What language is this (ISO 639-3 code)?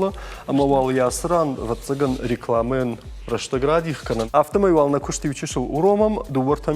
oss